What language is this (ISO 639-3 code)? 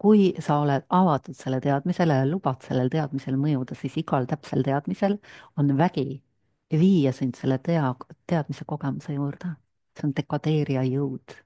est